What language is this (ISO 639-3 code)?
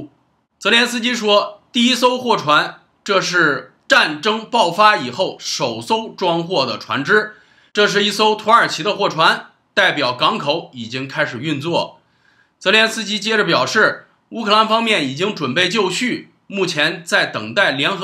zho